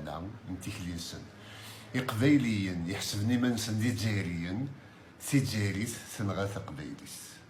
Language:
Kabyle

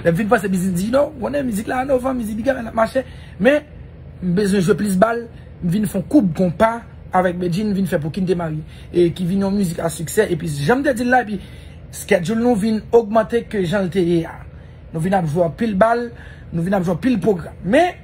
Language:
Haitian Creole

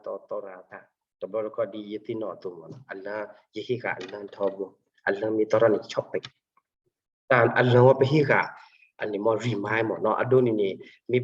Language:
S'gaw Karen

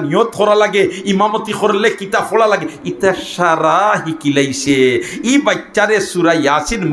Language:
Sylheti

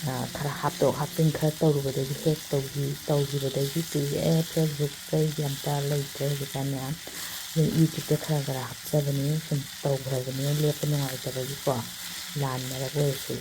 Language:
Manipuri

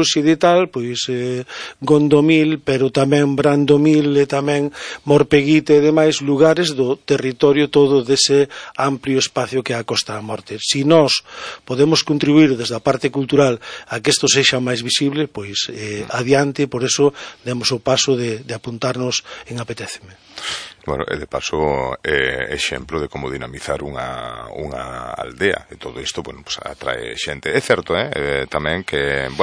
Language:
Galician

